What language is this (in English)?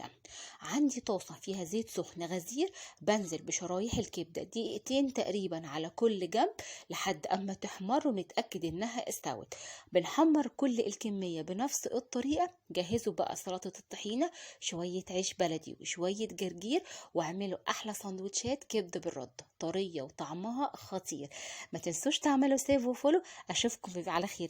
Egyptian Arabic